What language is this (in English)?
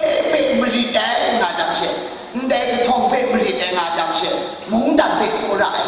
Kachin